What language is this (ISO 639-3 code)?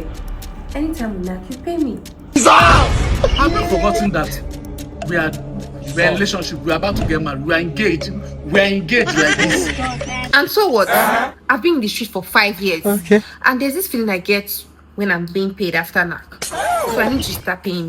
pcm